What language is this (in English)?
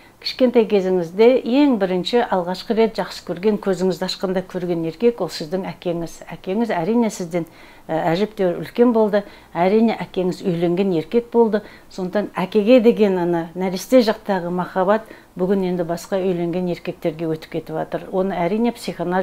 Kazakh